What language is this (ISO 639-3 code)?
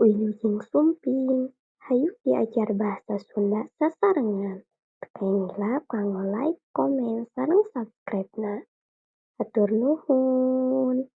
sun